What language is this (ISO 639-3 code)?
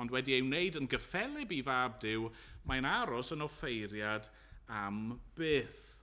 cym